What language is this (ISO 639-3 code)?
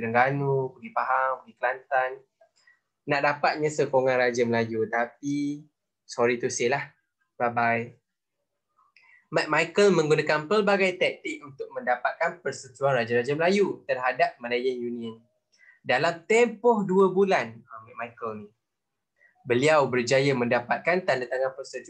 msa